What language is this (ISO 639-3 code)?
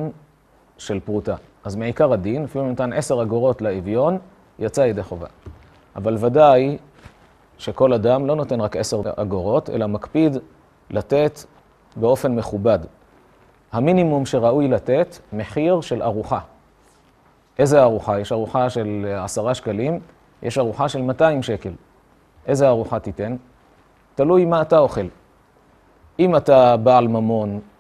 heb